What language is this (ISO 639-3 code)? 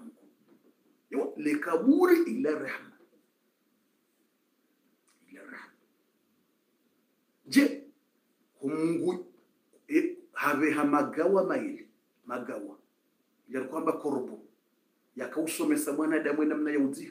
swa